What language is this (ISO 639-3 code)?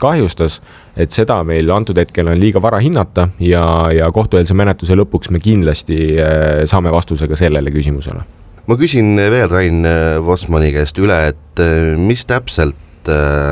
est